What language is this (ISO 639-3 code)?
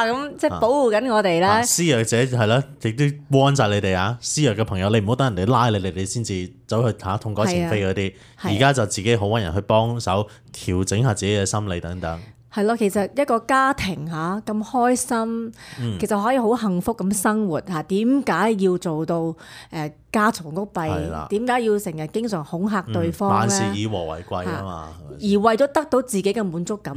yue